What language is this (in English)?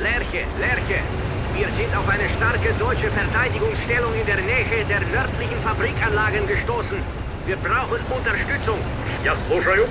Bavarian